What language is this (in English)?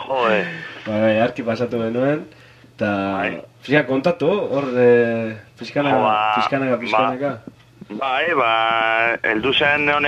Basque